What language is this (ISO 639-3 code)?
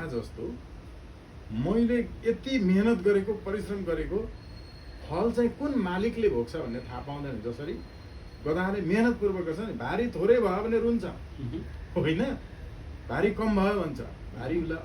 nep